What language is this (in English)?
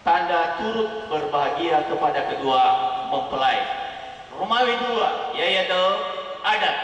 Nias